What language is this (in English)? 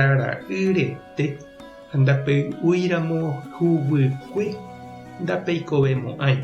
Guarani